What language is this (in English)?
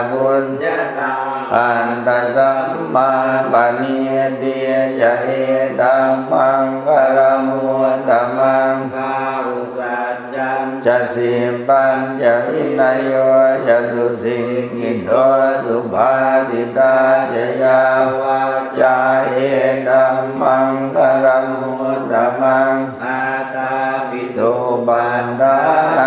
Pali